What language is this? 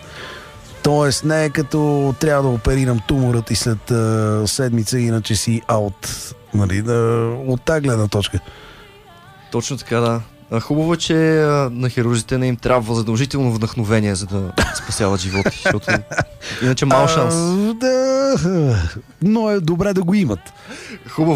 Bulgarian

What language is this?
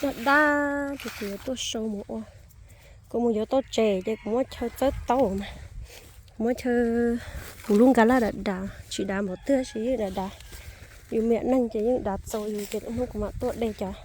Hmong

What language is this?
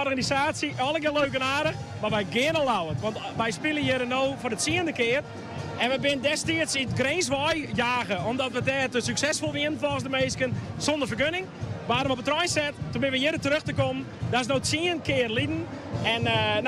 Western Frisian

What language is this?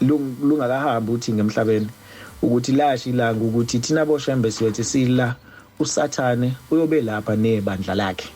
Zulu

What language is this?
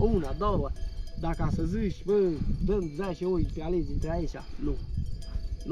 Romanian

